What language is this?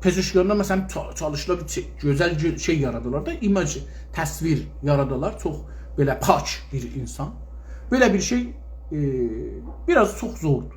South Azerbaijani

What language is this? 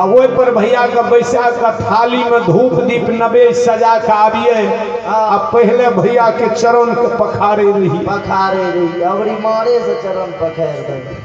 Maithili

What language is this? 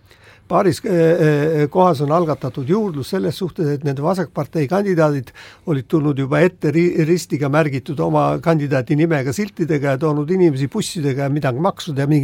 Estonian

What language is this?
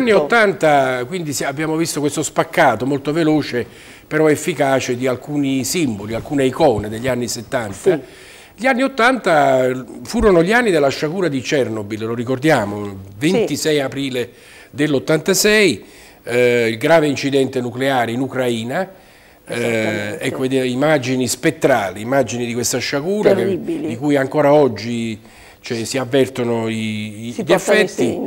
Italian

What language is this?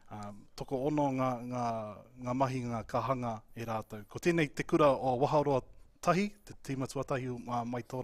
Māori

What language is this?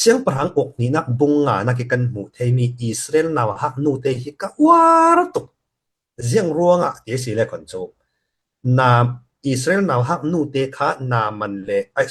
Falam Chin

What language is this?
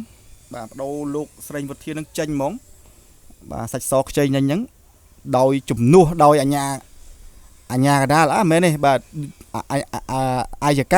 Khmer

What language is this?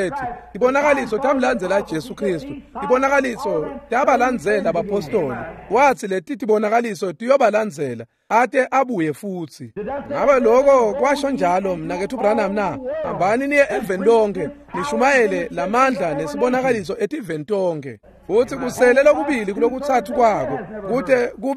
Swati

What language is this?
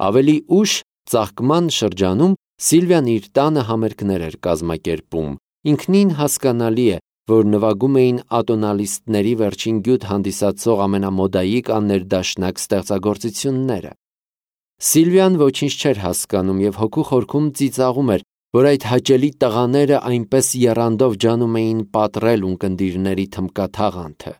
Armenian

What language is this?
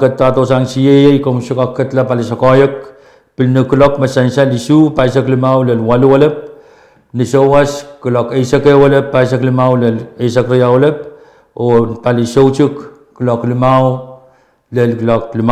Pohnpeian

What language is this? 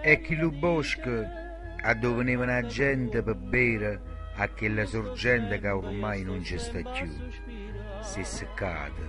Neapolitan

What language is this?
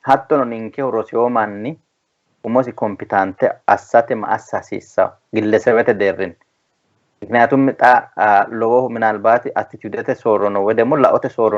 Sidamo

